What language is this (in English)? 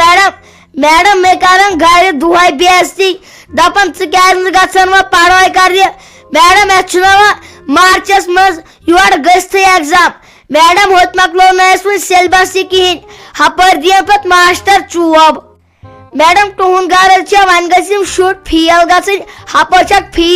Kashmiri